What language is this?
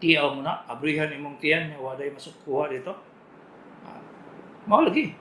Cebuano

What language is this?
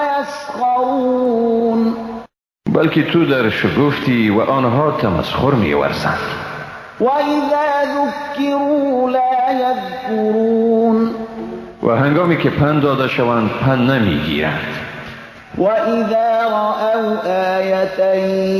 Persian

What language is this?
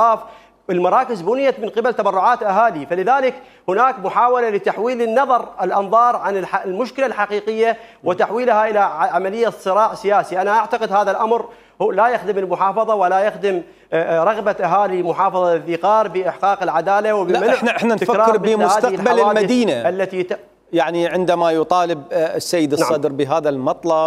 Mesopotamian Arabic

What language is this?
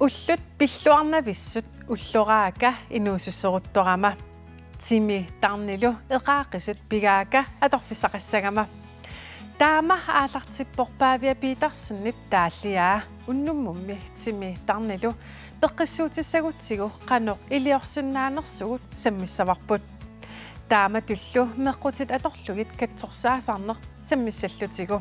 Kalaallisut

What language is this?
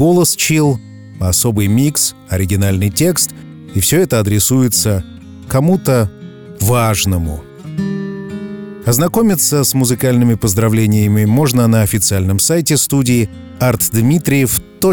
Russian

